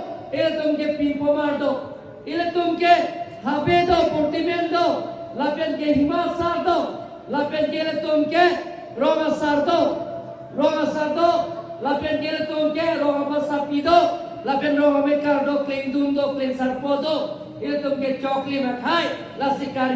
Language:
Karbi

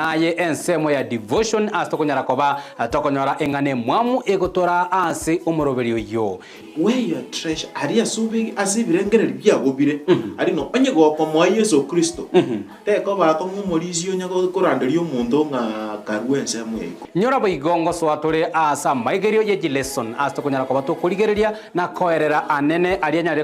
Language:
Gusii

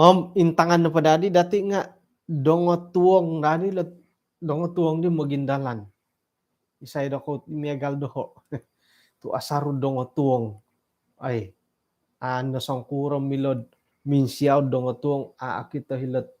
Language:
Central Dusun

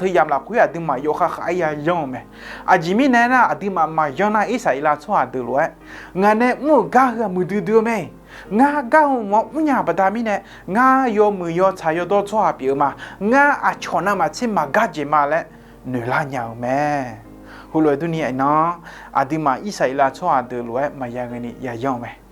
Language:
Akha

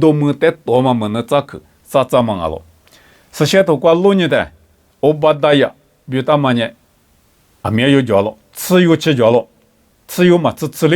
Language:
Lisu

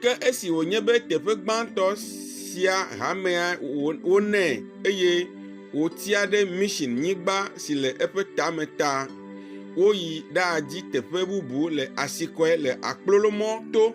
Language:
Ewe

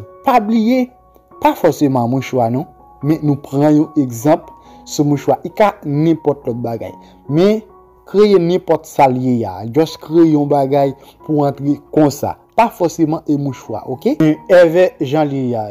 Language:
Haitian Creole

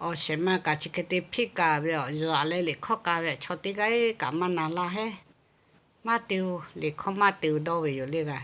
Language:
Lahu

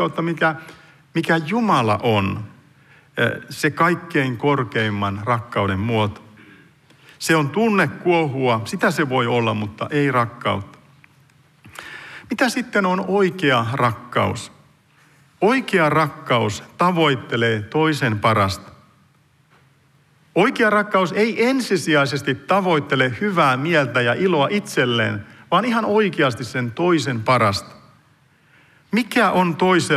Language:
Finnish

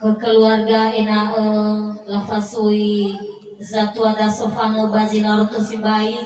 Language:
Nias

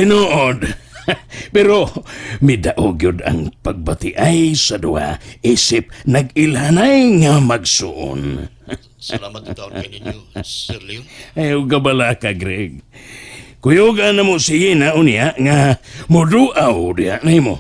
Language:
Cebuano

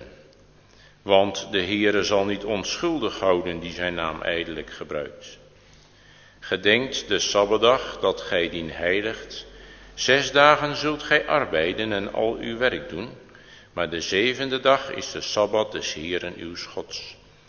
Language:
Dutch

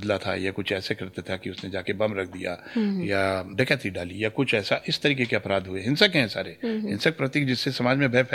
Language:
Hindi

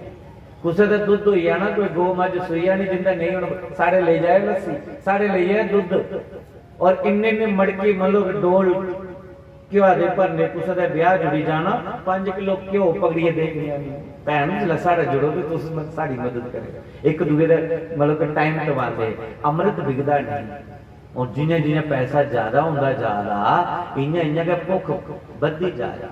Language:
Dogri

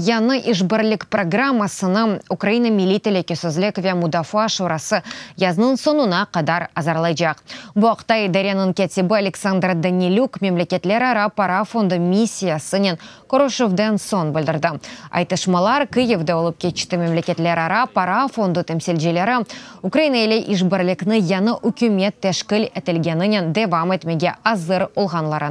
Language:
Crimean Tatar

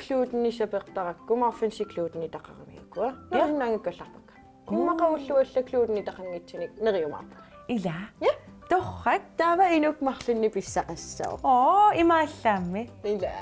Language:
Kalaallisut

